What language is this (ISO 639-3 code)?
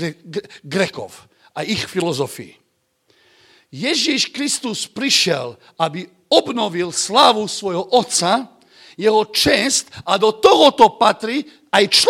slk